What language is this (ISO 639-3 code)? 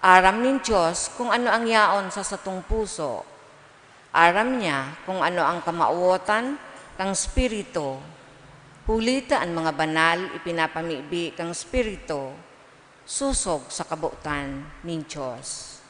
bik